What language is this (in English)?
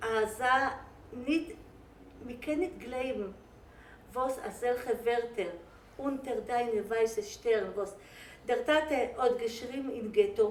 Yiddish